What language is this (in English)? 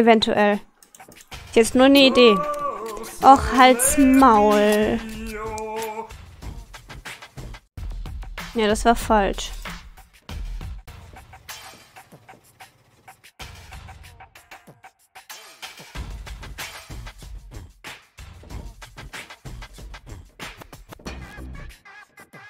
German